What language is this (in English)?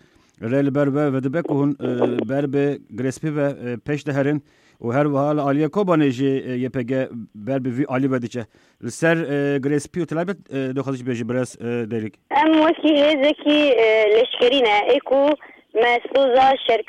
Kurdish